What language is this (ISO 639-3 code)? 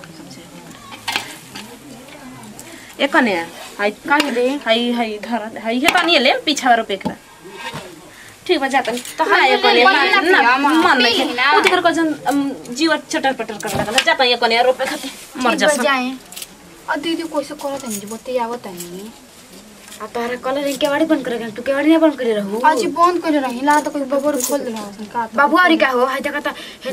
bho